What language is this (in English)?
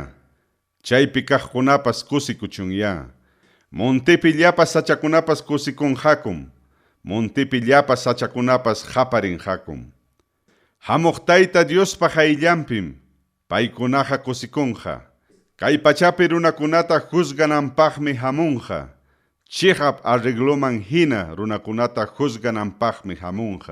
Ayacucho Quechua